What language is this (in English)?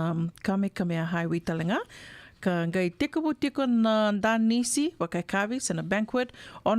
Fijian